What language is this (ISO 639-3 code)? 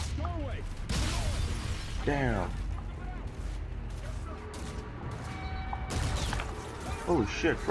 eng